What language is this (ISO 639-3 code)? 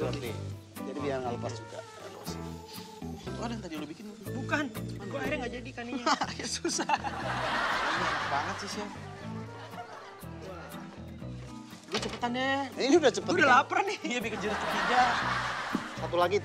ind